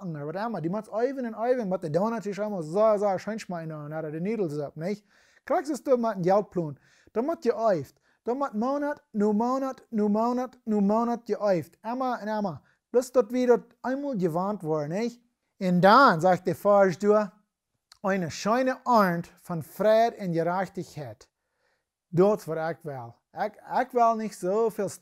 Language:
Plautdietsch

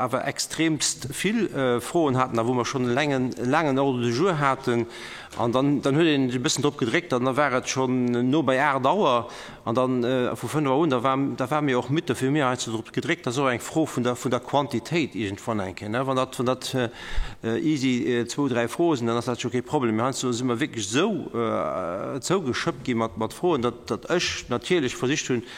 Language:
Luxembourgish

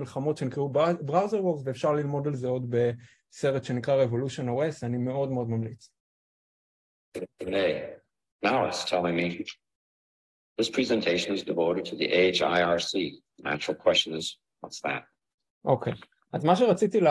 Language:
Hebrew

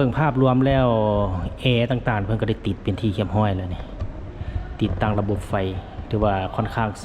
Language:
Lao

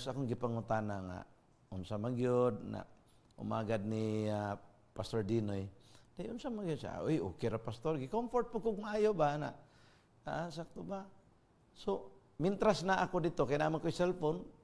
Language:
Cebuano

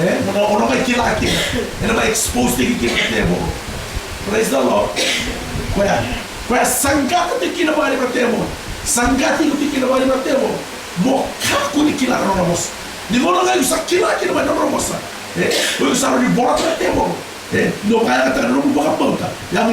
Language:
Fijian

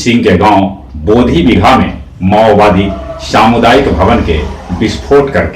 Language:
Magahi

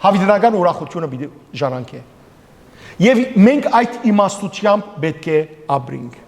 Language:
Western Armenian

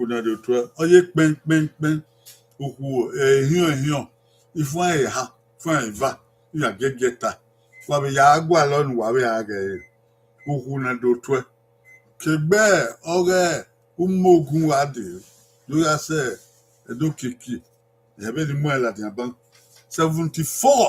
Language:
Bini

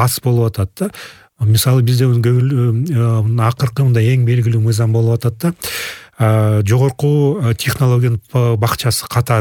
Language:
Kyrgyz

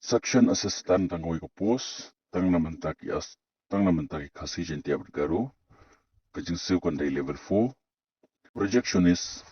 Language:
Khasi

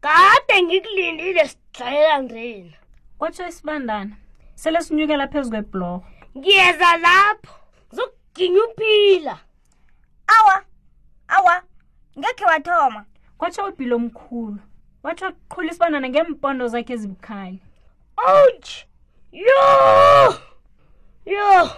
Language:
South Ndebele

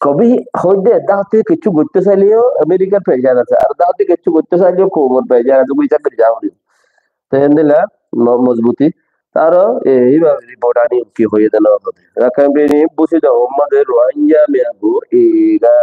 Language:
Rohingya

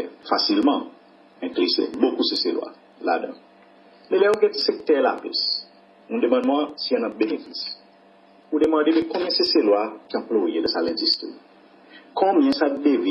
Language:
Seselwa Creole French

